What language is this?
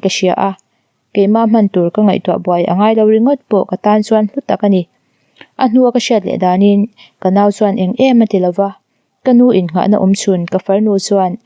Mizo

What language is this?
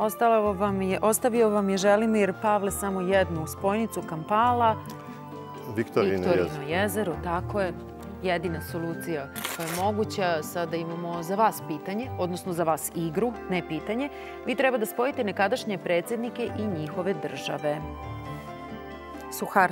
Serbian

